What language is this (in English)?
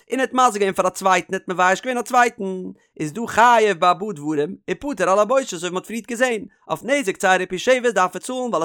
Yiddish